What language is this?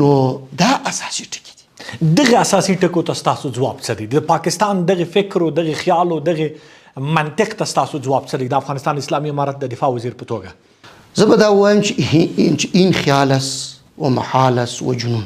Pashto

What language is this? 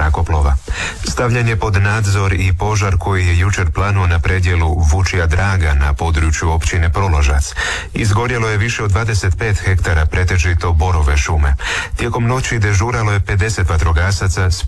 Croatian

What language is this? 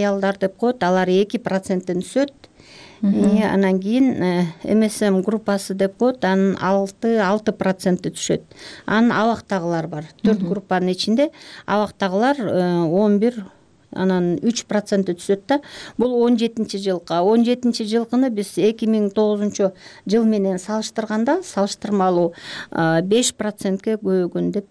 Kyrgyz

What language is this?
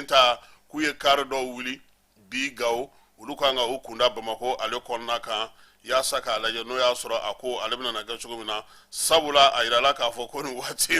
Bambara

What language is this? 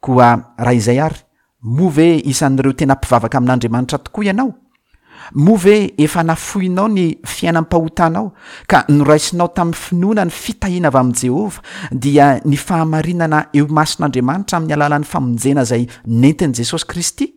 Malagasy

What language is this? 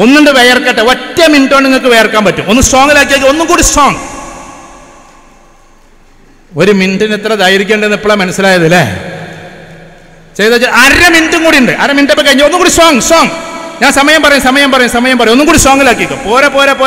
Malayalam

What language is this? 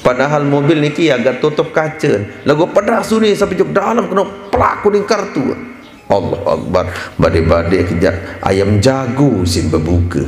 Sasak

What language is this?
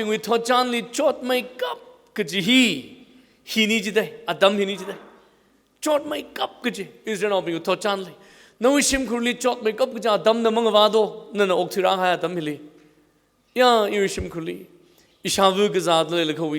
Tangkhul Naga (India)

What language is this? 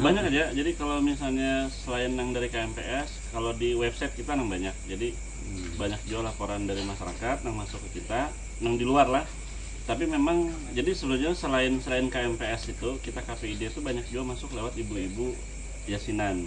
Banjar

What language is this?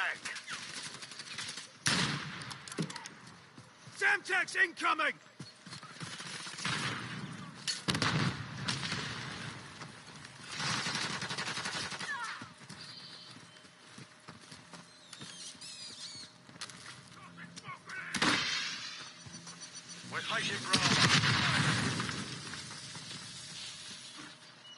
English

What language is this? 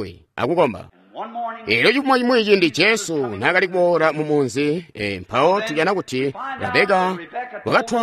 Tonga (Zambia)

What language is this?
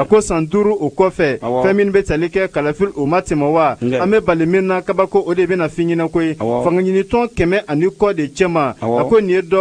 Bambara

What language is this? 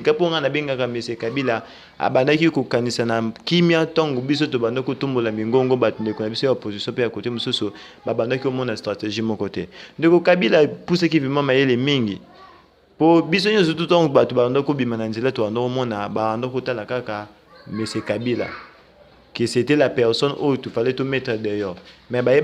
Lingala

